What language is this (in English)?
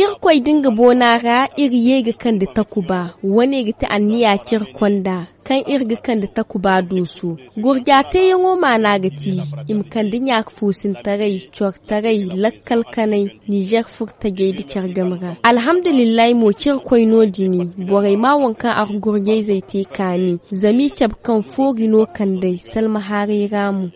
Zarma